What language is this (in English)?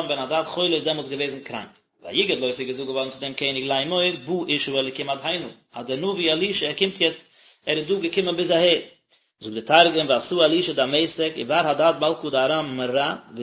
Yiddish